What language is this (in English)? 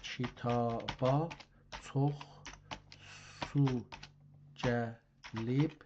South Azerbaijani